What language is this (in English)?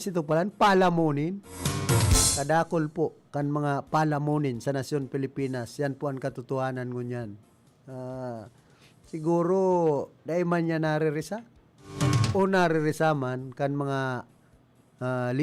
Bikol